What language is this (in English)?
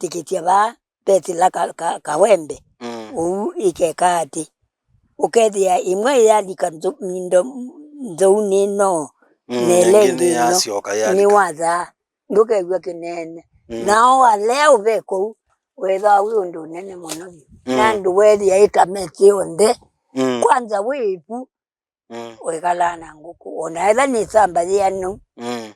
Kamba